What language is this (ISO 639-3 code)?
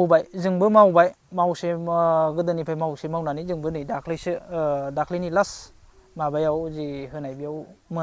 brx